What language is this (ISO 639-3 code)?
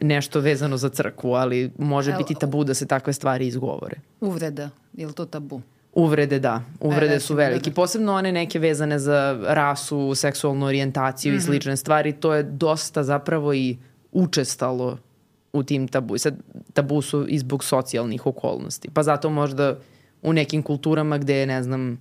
srp